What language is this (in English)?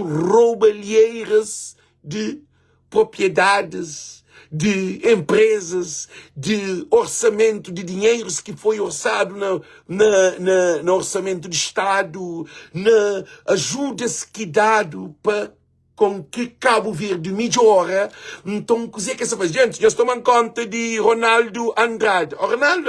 Kabuverdianu